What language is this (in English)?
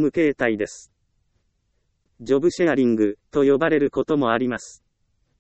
Japanese